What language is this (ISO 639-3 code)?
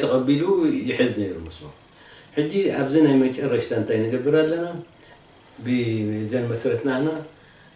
tir